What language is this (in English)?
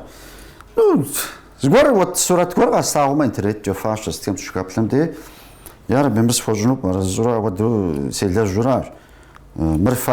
Kabardian